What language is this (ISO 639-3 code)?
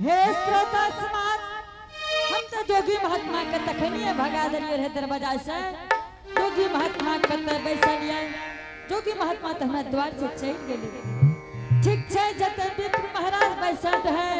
anp